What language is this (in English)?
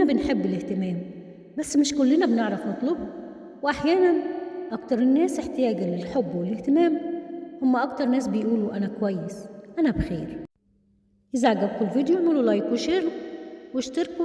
Egyptian Arabic